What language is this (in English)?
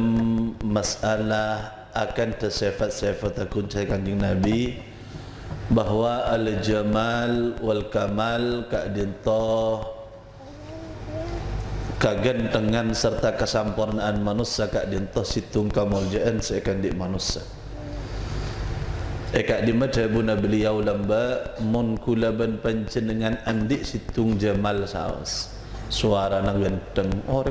Madurese